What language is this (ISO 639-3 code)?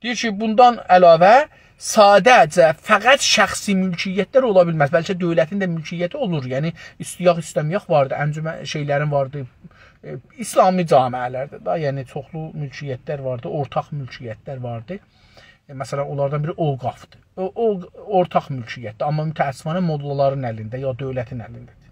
azb